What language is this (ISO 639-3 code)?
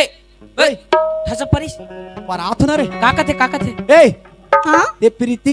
hne